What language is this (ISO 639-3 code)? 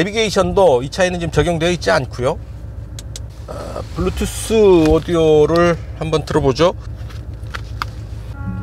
kor